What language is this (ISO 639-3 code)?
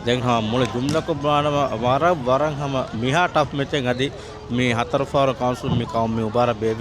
div